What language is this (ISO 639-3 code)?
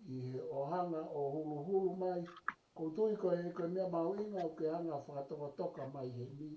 ton